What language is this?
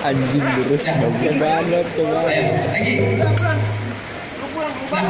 Betawi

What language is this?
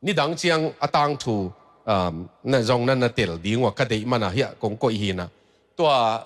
Tedim Chin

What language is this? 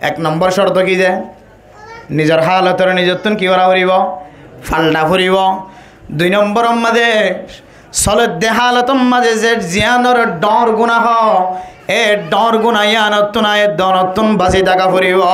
Rohingya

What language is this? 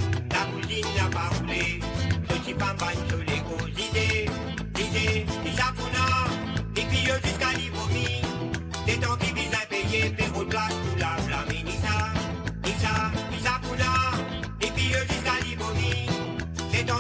Morisyen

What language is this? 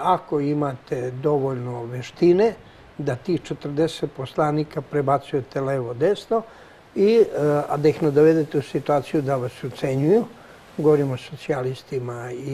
Serbian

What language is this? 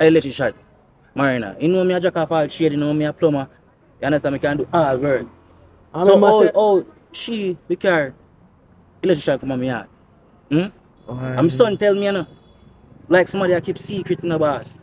Jamaican Creole English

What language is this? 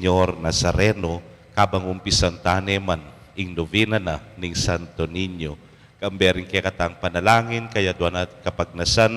Pampanga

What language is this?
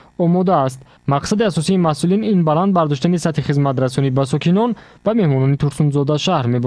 Tajik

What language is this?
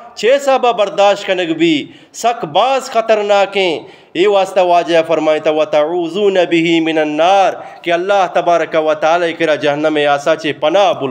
Eastern Balochi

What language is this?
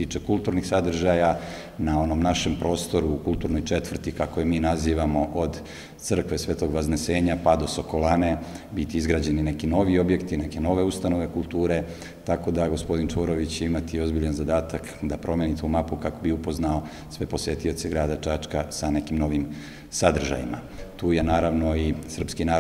Serbian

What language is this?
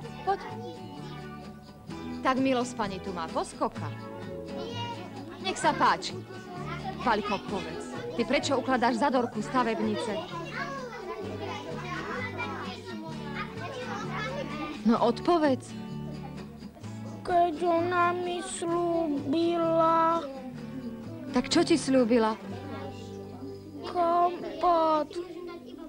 Slovak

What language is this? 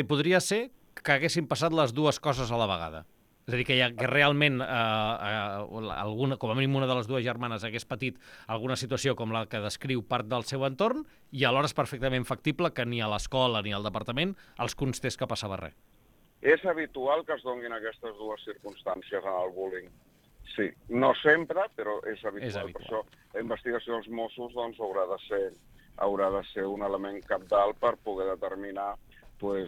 Catalan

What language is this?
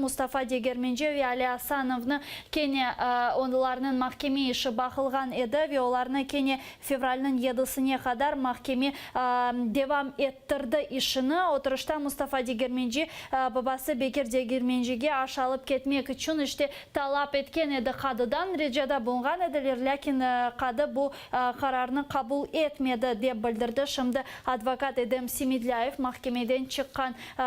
Crimean Tatar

